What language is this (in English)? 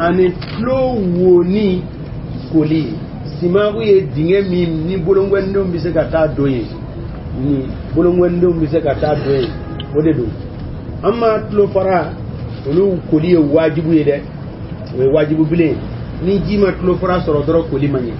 Bambara